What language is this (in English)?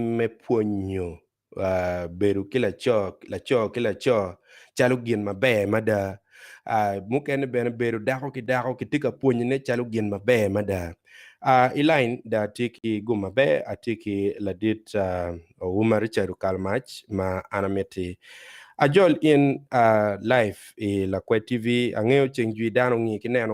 Acoli